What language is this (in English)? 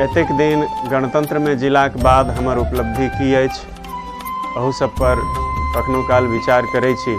Maithili